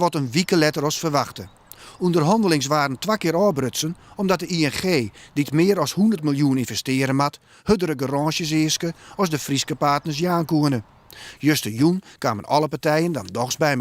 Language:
Western Frisian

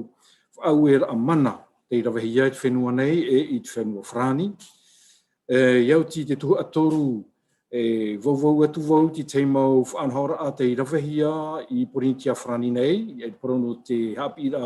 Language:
Tahitian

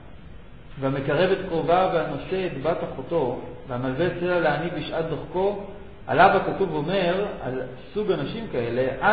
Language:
Hebrew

